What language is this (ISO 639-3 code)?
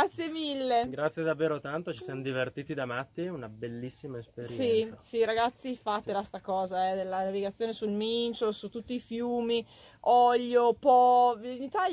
ita